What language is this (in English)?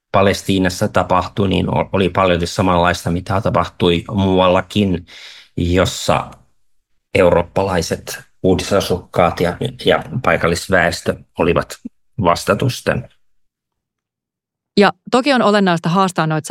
Finnish